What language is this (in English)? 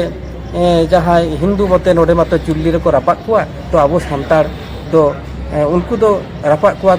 Santali